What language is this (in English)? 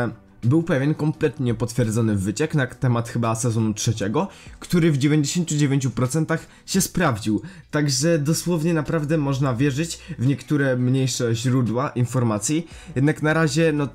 Polish